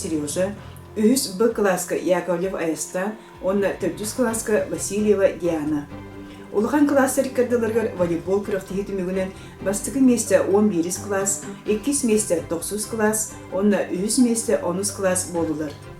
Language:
Yakut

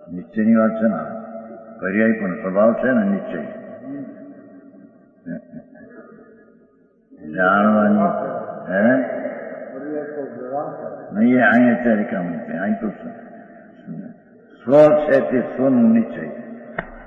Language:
Gujarati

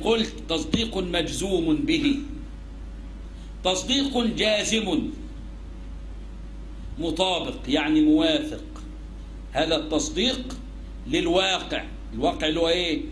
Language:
Arabic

